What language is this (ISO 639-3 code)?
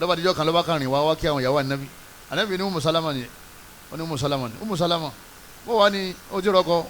yor